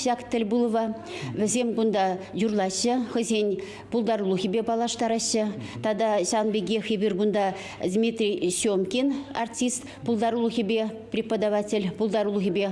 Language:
Chuvash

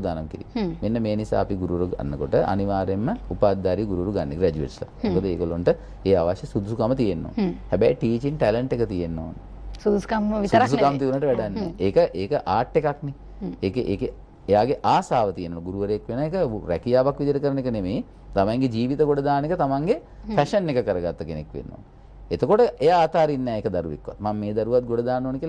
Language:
Sinhala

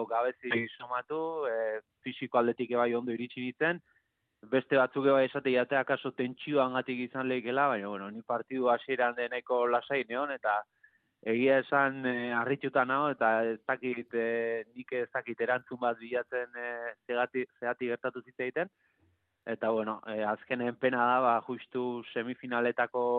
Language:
Basque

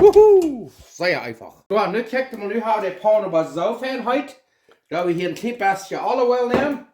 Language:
Plautdietsch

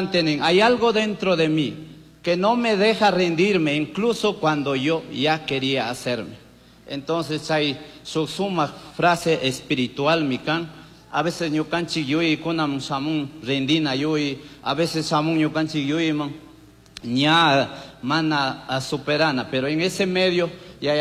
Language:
Chimborazo Highland Quichua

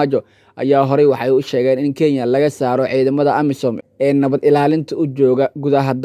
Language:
Somali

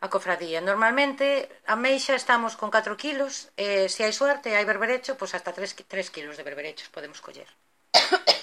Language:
Galician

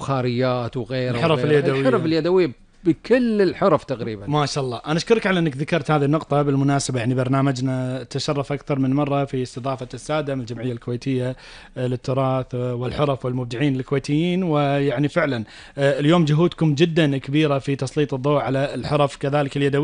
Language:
Gulf Arabic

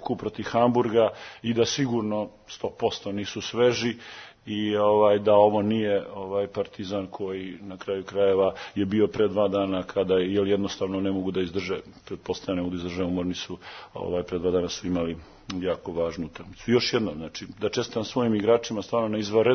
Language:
Serbian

